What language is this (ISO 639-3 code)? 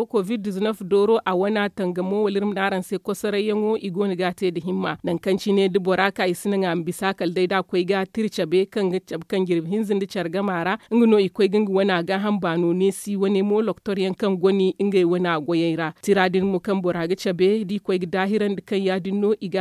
dje